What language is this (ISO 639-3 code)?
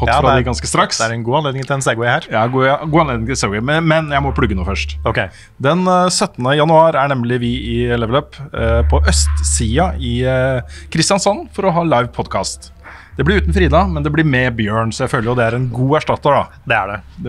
nor